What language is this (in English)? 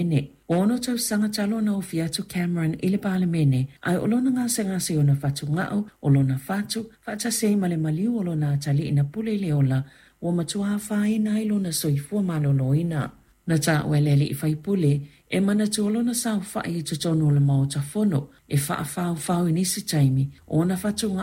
Samoan